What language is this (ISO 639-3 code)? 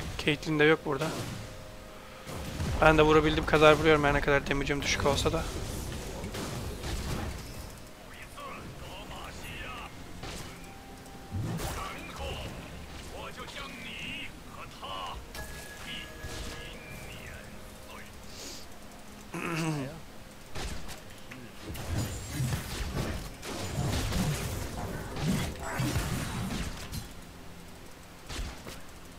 tur